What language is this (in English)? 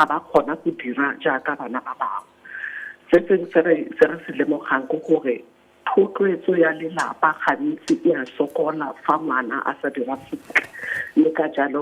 Tswana